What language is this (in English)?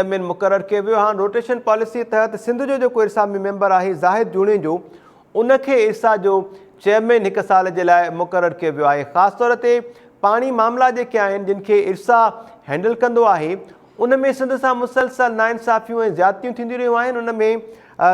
Sindhi